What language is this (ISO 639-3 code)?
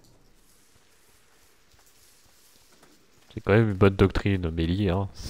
fra